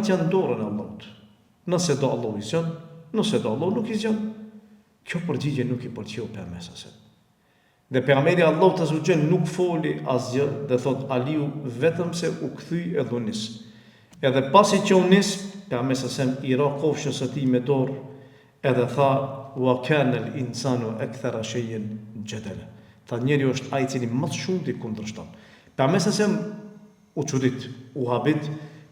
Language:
Albanian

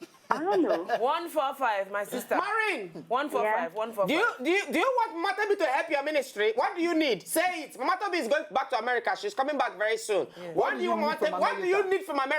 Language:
Nigerian Pidgin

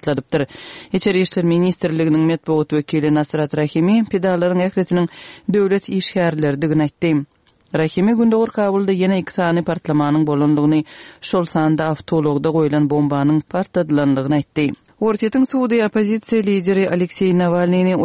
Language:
Turkmen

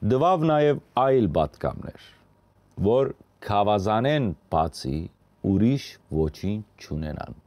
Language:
Western Armenian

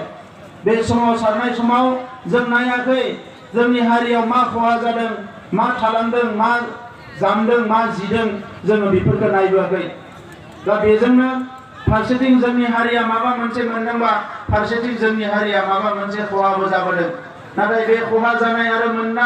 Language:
Bodo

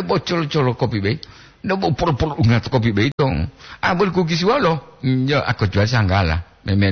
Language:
Gorontalo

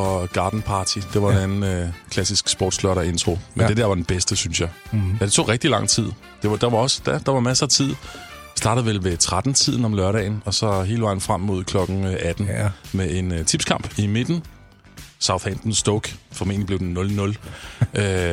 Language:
Danish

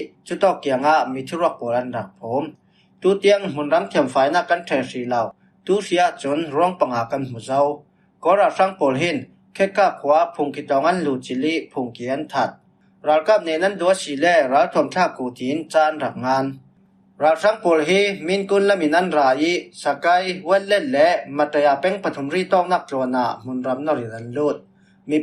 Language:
Falam Chin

